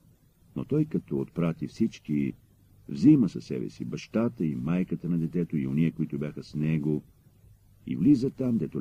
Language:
Bulgarian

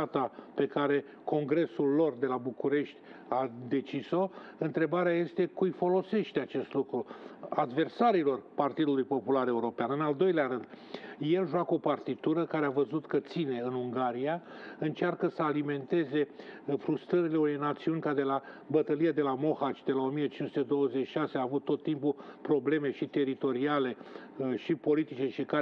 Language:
Romanian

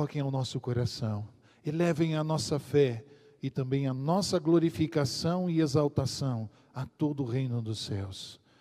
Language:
Portuguese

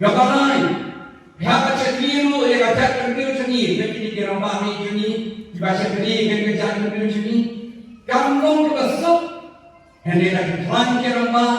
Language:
Khasi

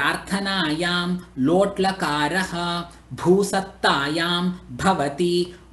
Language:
Sanskrit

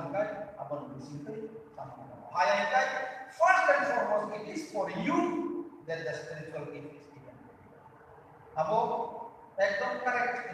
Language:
Kok Borok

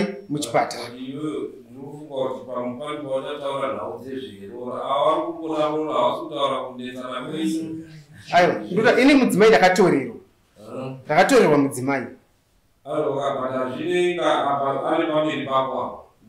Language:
Shona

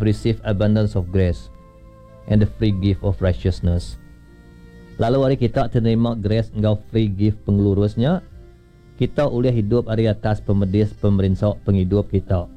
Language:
Iban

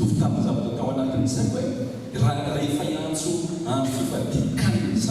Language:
Malagasy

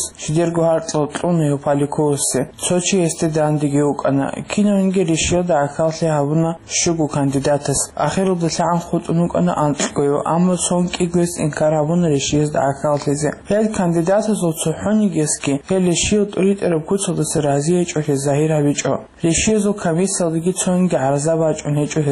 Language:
Avaric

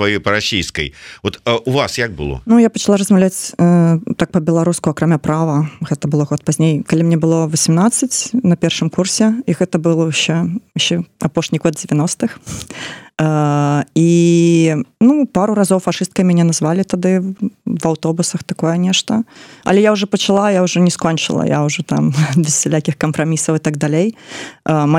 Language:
Belarusian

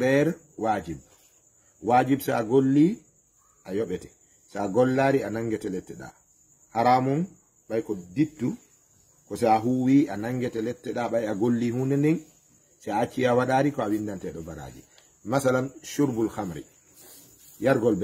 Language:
Fula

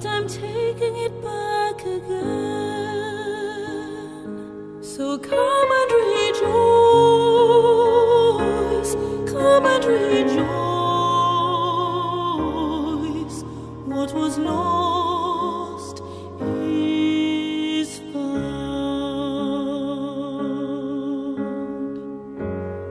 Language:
English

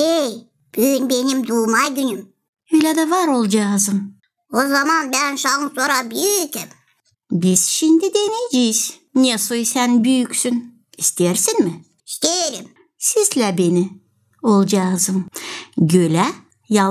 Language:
Gagauz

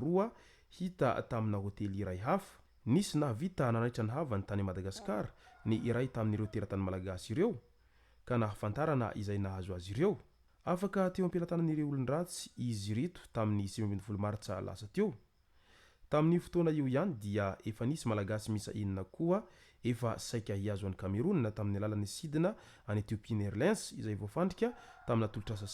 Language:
Malagasy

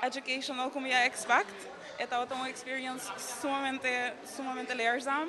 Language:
Papiamento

